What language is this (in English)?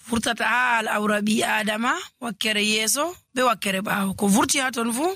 Nigerian Fulfulde